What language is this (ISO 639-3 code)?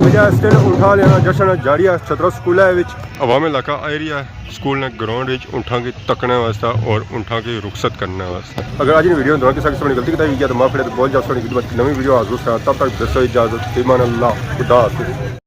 phr